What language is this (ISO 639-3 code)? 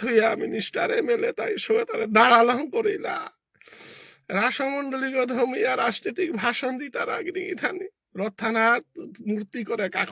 bpy